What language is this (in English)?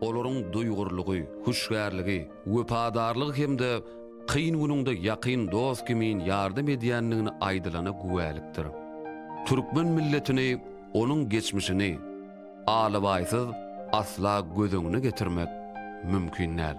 Turkmen